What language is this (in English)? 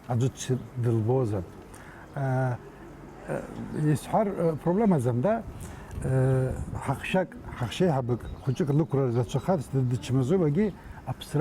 Abkhazian